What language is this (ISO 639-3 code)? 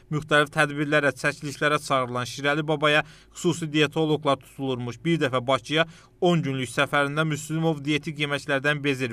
aze